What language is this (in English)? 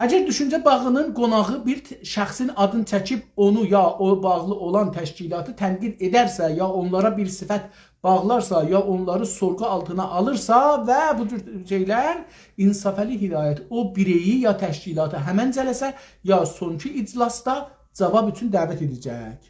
South Azerbaijani